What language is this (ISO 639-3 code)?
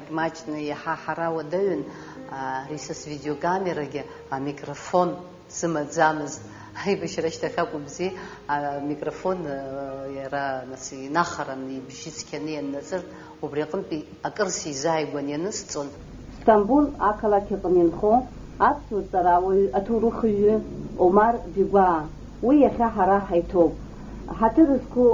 abk